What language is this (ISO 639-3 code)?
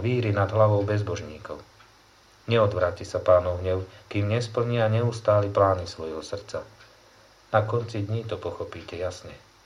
slk